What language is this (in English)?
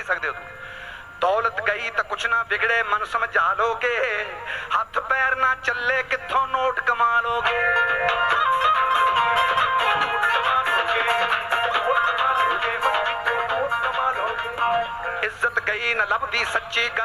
Punjabi